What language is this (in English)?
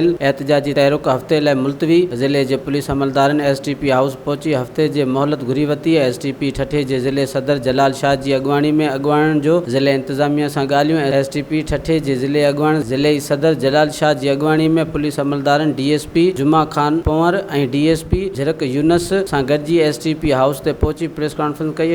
Sindhi